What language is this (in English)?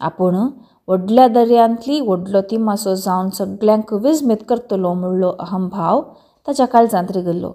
Konkani